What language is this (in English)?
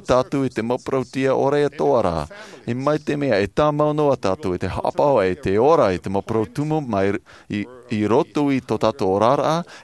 Tahitian